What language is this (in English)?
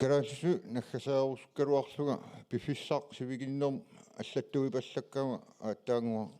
Kalaallisut